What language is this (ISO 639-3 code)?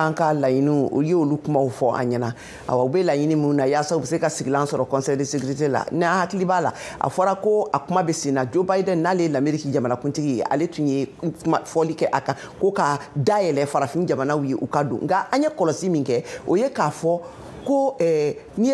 bam